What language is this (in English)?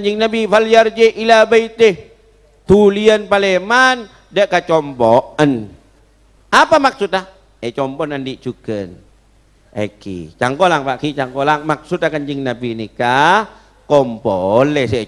Madurese